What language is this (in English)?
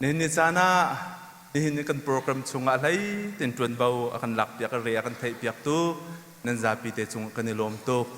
Hakha Chin